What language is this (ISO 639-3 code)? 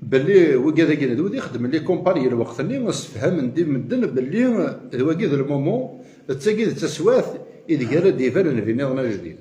kab